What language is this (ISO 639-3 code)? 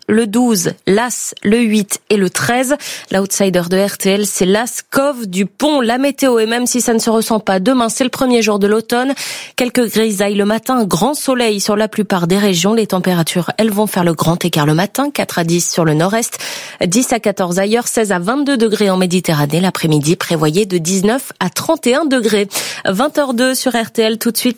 fra